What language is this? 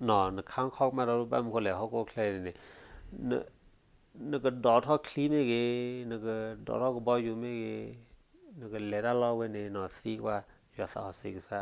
S'gaw Karen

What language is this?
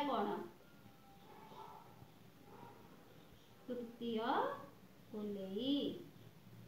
Odia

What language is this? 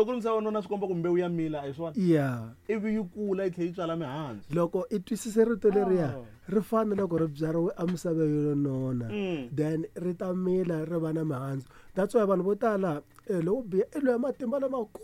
Tsonga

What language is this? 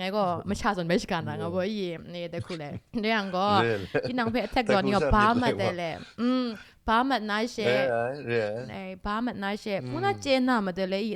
Kachin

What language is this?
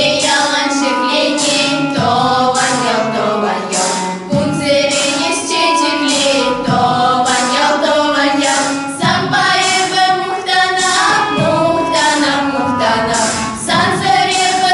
Chuvash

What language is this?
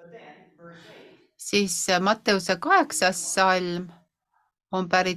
Estonian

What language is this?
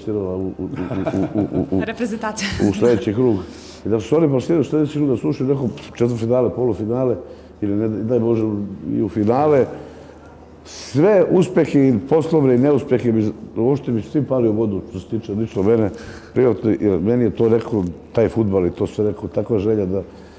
Serbian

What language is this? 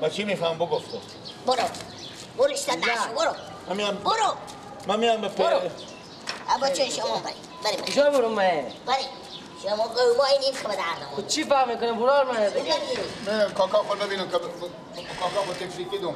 Persian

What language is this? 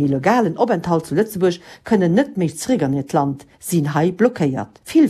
Luxembourgish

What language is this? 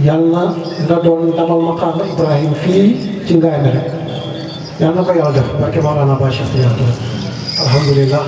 Wolof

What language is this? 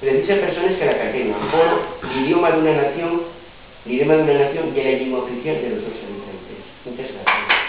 Asturian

